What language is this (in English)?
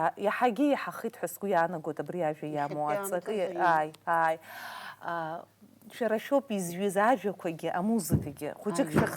Abkhazian